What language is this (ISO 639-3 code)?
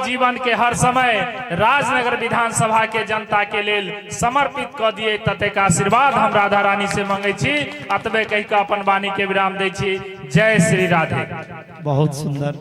mai